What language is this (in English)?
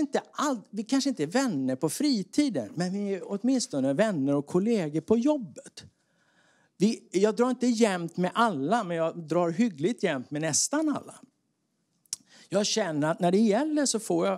Swedish